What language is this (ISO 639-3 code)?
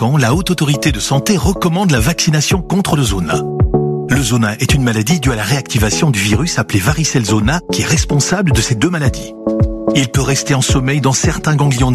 fra